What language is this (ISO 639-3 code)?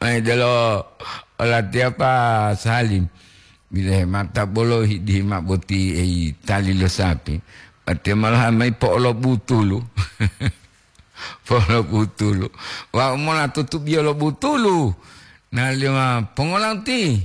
gor